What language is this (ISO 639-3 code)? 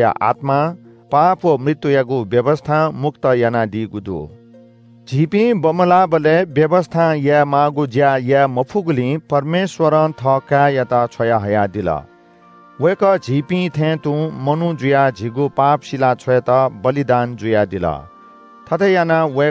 new